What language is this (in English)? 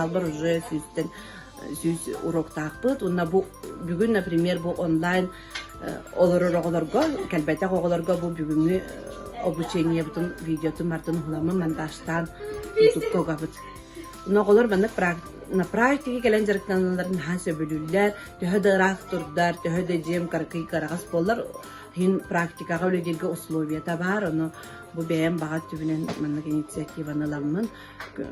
Yakut